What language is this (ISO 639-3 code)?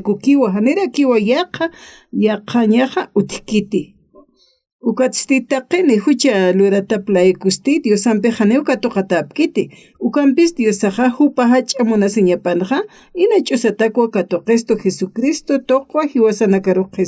aym